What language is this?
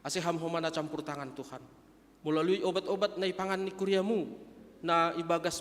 Batak Simalungun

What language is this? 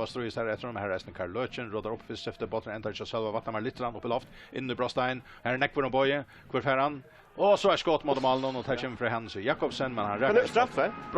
Faroese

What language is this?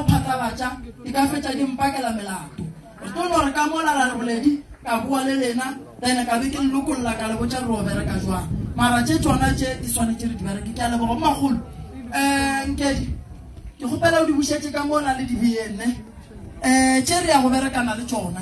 Northern Sotho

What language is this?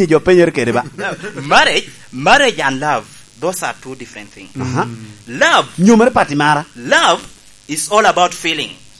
Lango (Uganda)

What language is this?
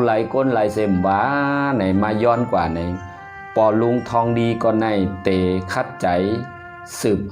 Shan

